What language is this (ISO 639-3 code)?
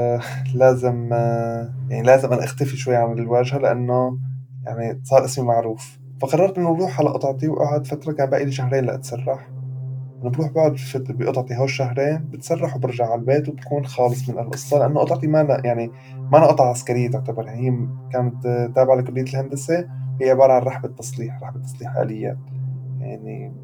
apc